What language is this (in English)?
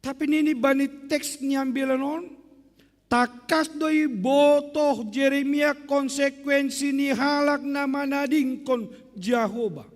Batak Simalungun